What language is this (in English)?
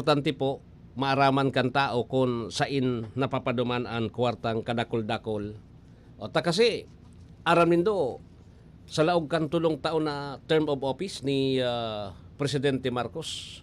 Bikol